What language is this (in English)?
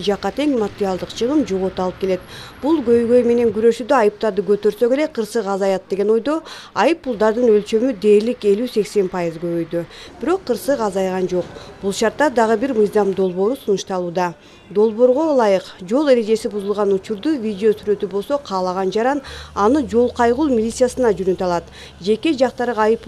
Kyrgyz